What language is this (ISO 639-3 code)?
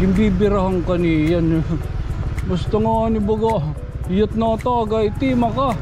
war